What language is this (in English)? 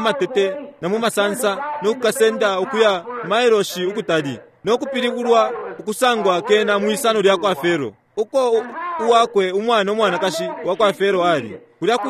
Bemba